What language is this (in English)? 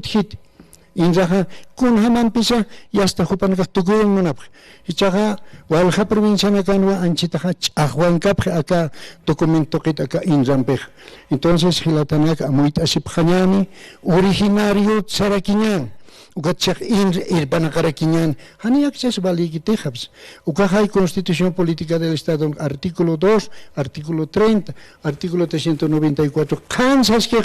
Aymara